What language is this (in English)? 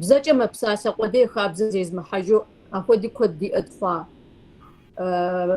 Kabardian